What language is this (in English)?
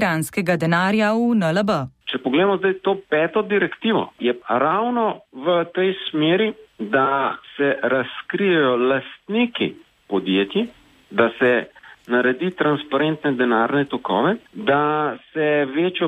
Slovenian